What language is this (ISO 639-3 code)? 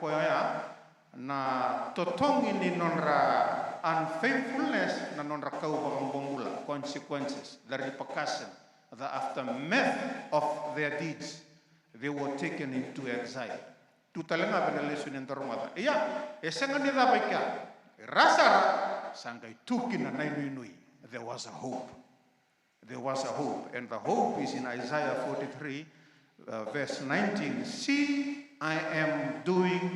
fij